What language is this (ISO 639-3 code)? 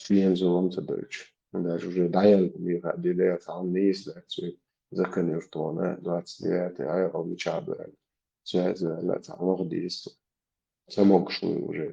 che